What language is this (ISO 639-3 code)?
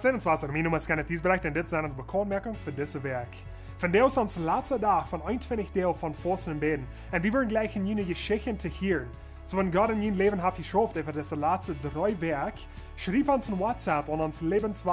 pdt